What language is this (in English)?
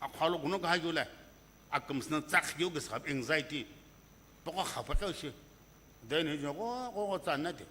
Sumi Naga